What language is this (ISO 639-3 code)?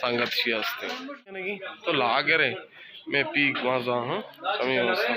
bal